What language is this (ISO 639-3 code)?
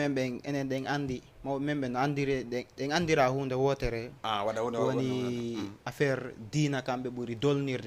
ful